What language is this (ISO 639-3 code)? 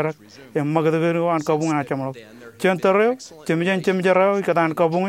mah